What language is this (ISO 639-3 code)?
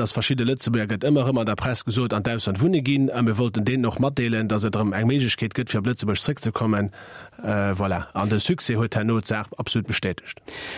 ltz